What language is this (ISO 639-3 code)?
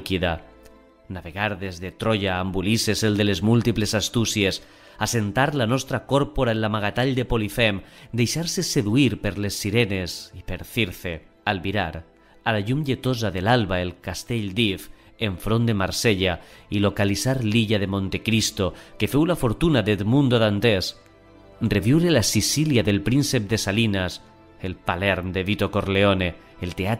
cat